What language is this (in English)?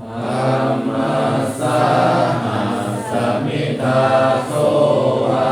Pali